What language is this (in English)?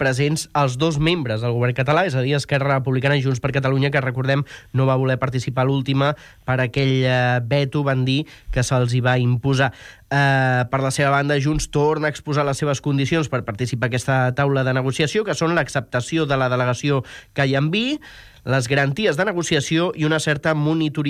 Catalan